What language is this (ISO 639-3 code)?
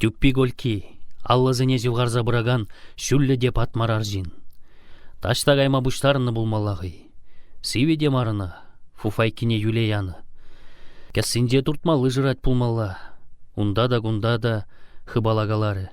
chv